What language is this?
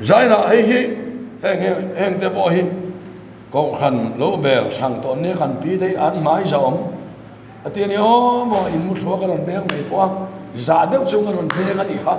Mizo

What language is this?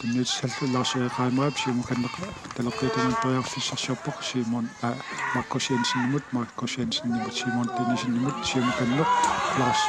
Kalaallisut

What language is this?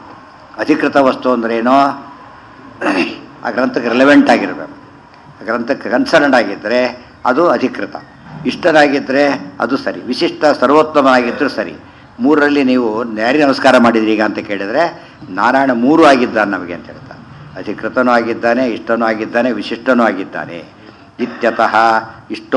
Kannada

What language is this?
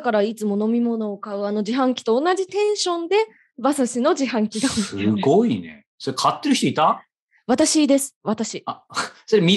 Japanese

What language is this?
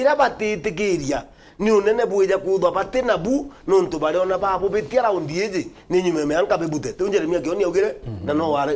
Meru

